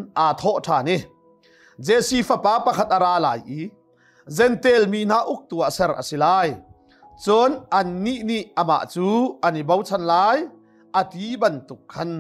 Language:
Hakha Chin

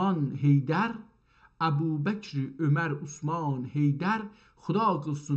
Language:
South Azerbaijani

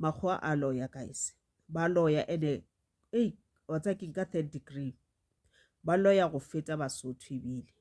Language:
Northern Sotho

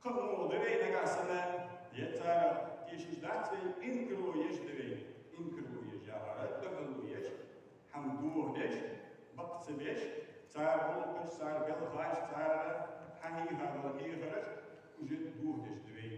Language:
Ingush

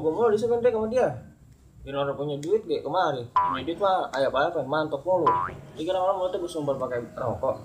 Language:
Betawi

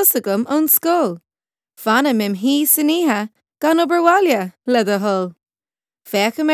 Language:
Irish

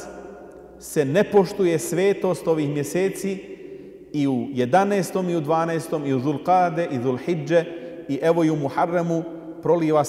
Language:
Bosnian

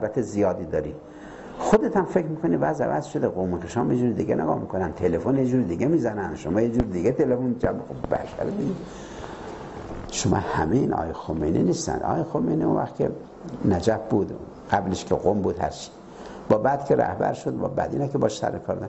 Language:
Persian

